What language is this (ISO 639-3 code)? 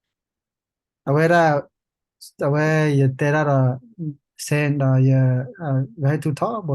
ksw